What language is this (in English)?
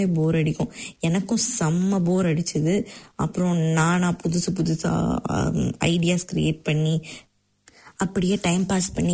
Tamil